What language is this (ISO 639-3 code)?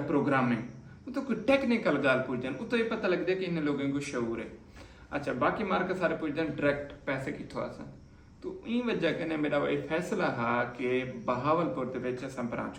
skr